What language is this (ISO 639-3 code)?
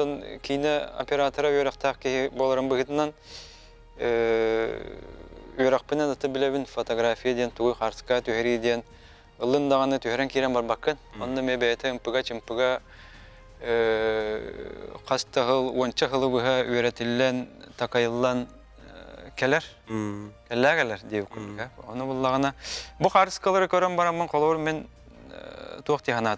sah